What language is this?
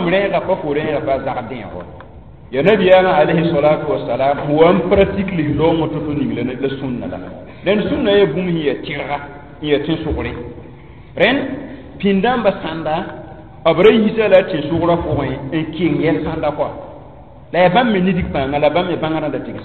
Mossi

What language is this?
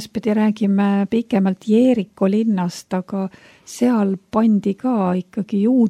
Estonian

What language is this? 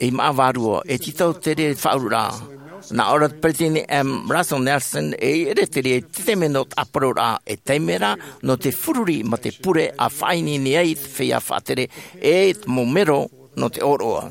Tahitian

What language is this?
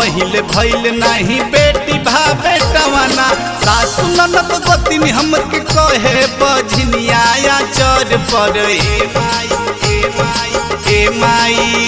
Bhojpuri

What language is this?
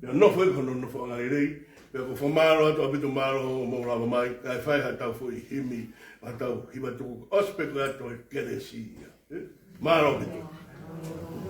Tongan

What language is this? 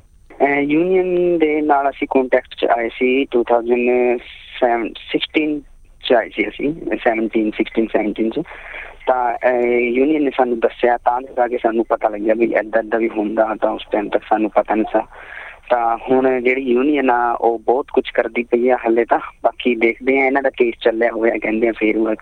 Punjabi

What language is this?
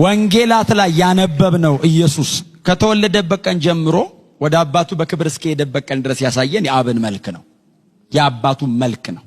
Amharic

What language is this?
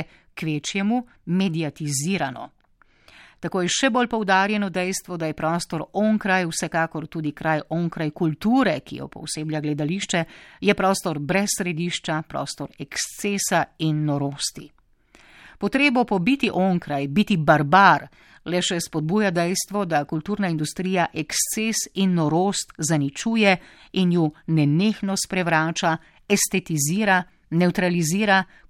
Slovenian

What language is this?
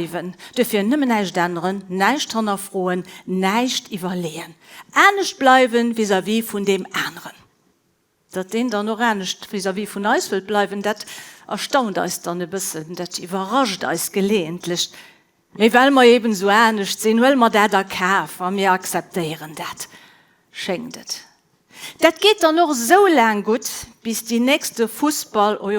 Luxembourgish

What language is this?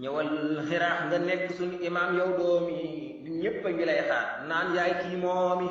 Wolof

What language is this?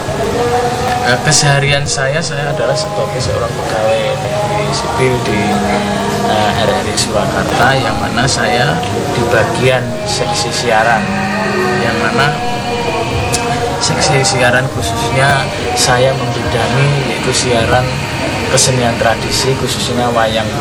Indonesian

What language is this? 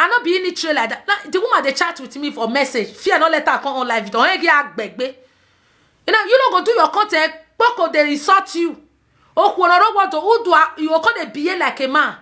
Nigerian Pidgin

